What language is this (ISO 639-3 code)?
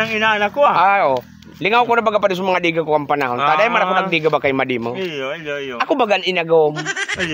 bik